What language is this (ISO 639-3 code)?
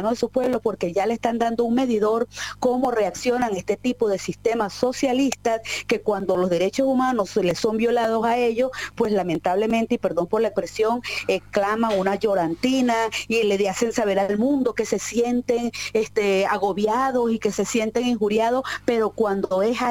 spa